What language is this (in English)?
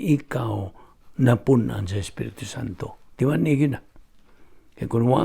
Cebuano